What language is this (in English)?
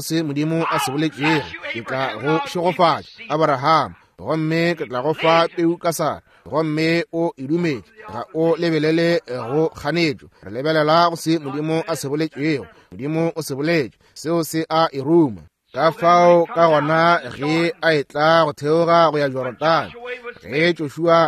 Northern Sotho